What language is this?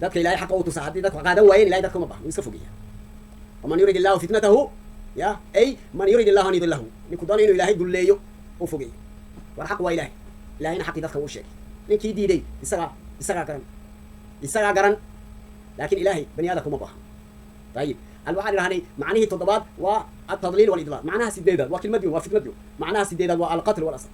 Somali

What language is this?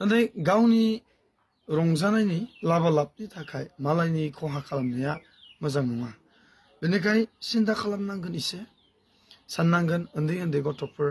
Bodo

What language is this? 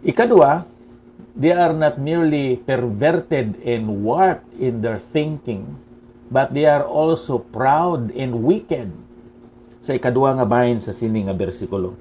Hiligaynon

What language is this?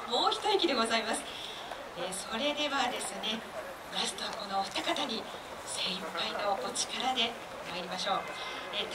Japanese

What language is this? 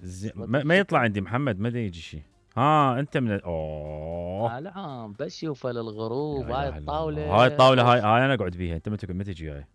Mesopotamian Arabic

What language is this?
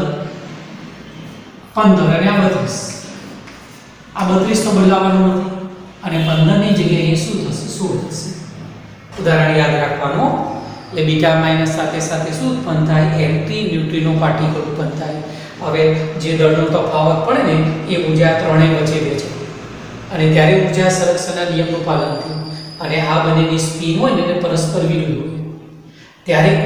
Gujarati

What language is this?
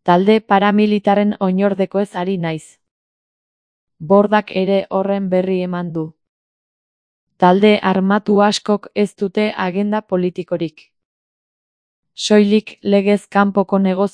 Basque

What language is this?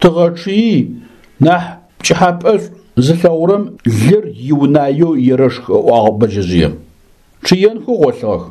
Adyghe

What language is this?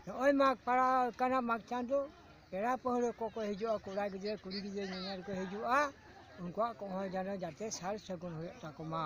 Santali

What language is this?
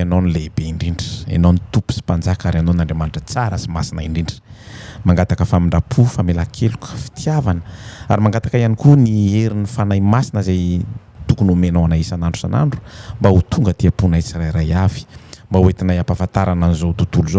Malagasy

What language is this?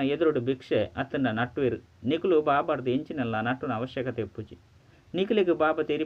Tulu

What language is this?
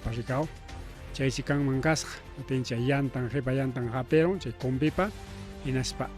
Ayacucho Quechua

